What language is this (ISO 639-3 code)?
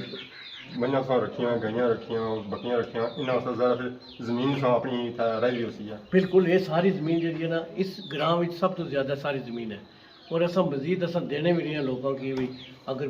phr